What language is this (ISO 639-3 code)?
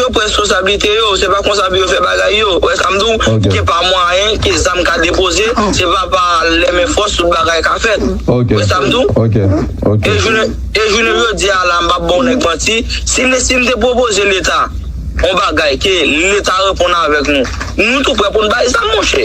hat